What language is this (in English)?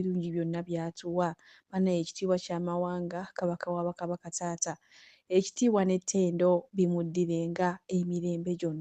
Ganda